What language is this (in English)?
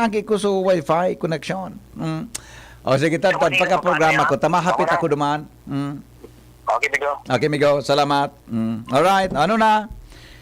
Bikol